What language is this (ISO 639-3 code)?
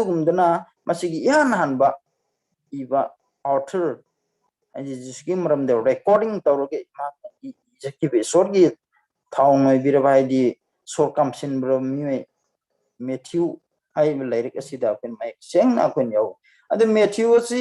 mni